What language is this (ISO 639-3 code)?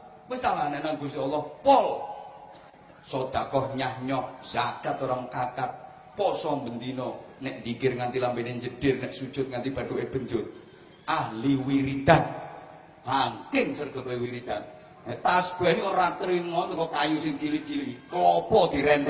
jav